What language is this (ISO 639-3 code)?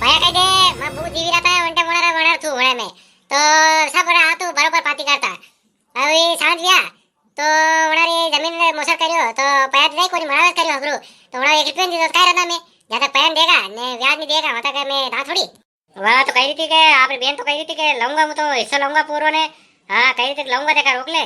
raj